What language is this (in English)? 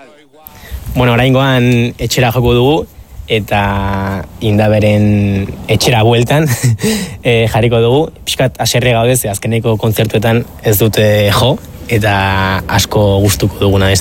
Basque